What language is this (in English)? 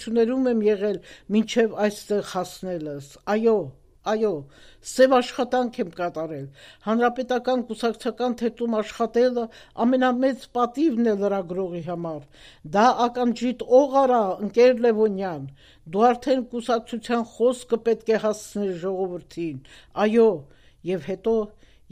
Armenian